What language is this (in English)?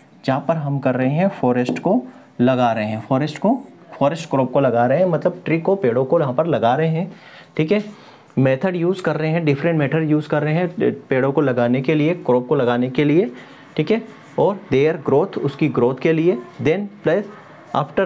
Hindi